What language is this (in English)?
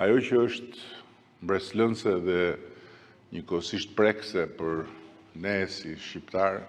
Albanian